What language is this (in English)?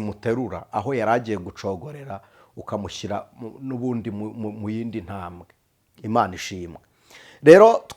Kinyarwanda